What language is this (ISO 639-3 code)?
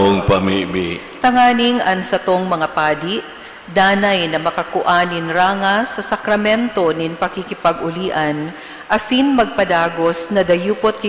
bik